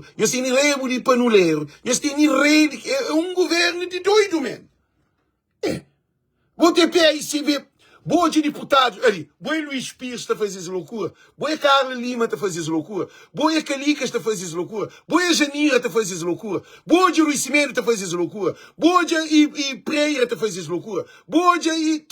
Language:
Kabuverdianu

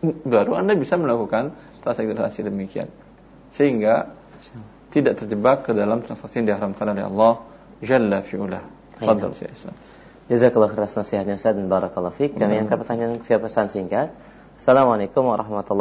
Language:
Indonesian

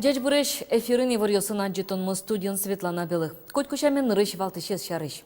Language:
Udmurt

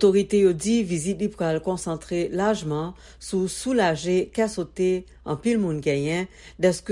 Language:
Haitian Creole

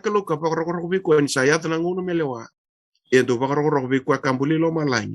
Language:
Fijian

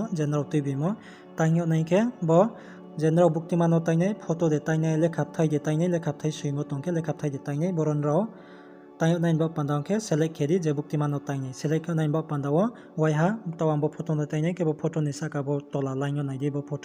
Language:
Riang (India)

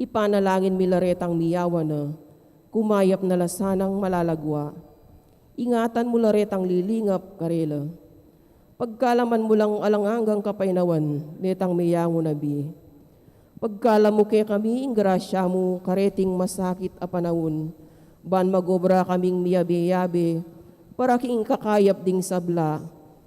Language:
Pampanga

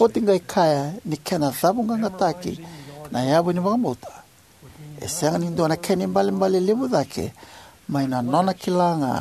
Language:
Fijian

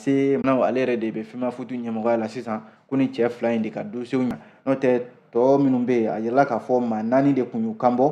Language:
Bambara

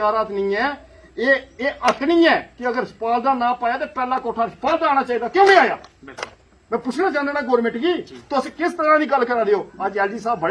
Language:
Dogri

